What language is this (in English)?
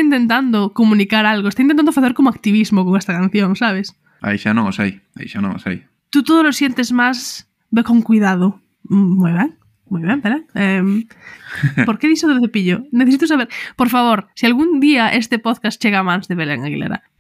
Galician